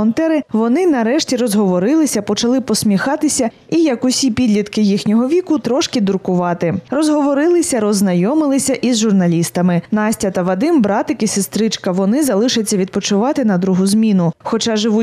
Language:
Ukrainian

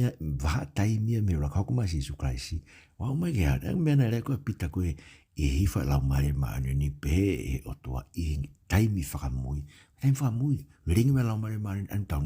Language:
Tongan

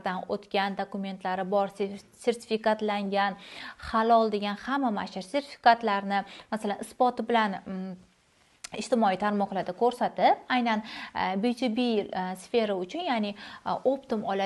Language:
Uzbek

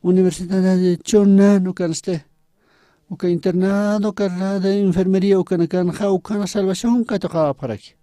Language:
Aymara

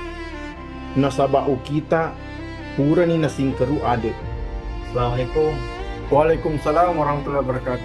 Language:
Buginese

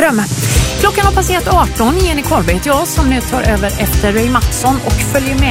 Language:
Swedish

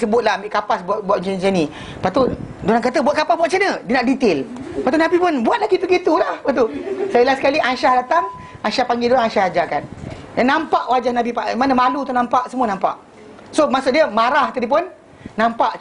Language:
Malay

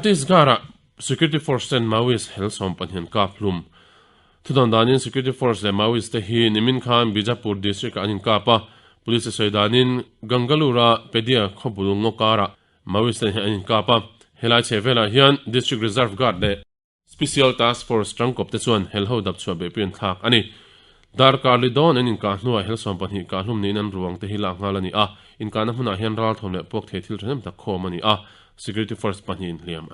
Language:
Mizo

